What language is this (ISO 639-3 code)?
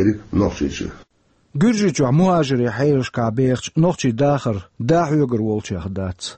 che